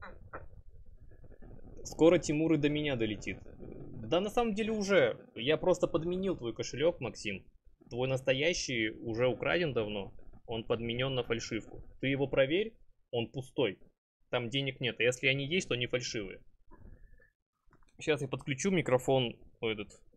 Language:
Russian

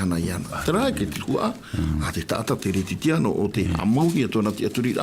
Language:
Tahitian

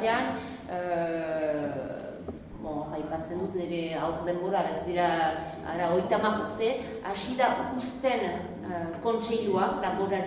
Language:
Basque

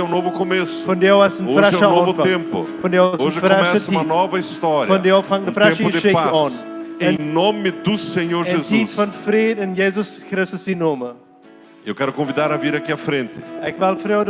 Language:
Plautdietsch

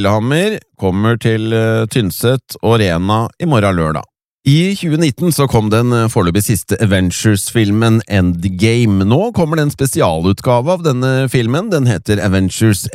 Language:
Norwegian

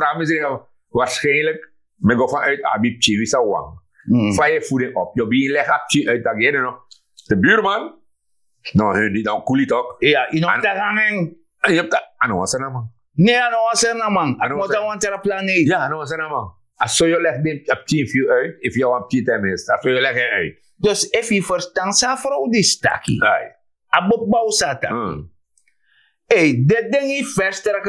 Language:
Sranan Tongo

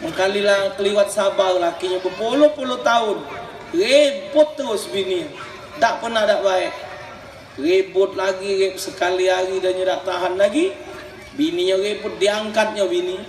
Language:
Musi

